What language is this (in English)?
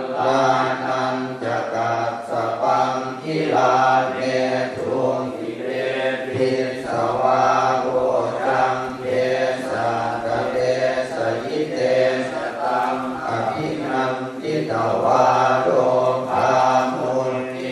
Pali